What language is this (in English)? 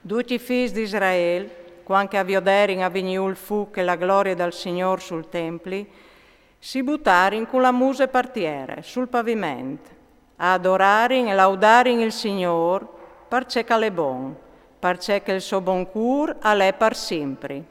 Friulian